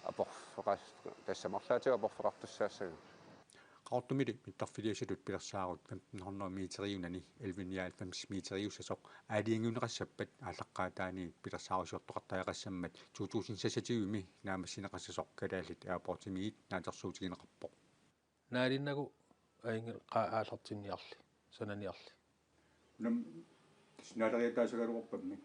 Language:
Kalaallisut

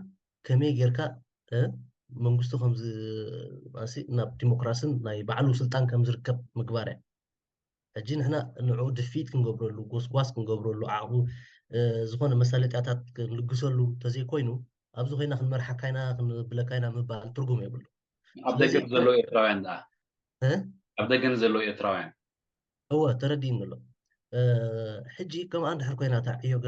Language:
Tigrinya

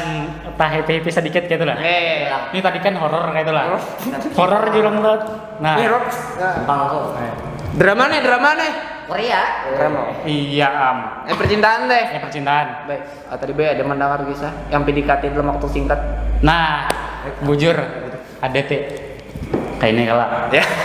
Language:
Banjar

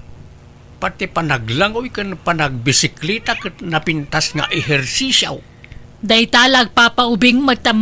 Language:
Iloko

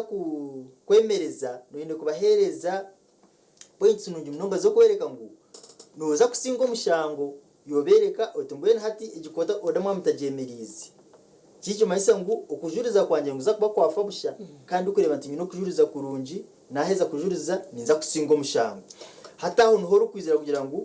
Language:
Nyankole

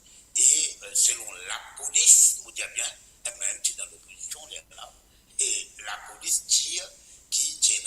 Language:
Morisyen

